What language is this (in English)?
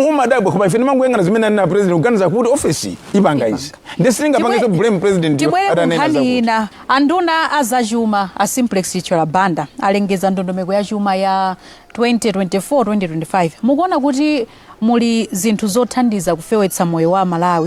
Nyanja